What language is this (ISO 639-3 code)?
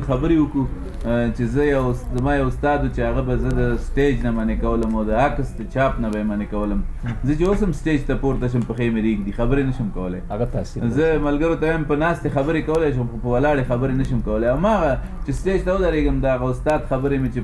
pus